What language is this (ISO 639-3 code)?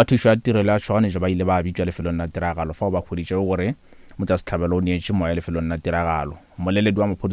nso